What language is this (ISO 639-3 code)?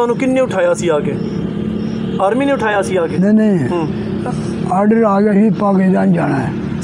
pan